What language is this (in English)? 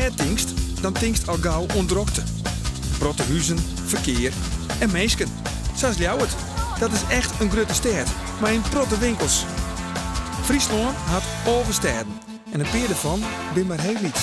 Western Frisian